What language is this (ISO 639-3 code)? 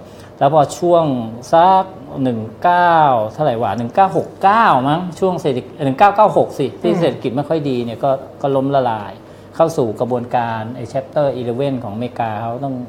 tha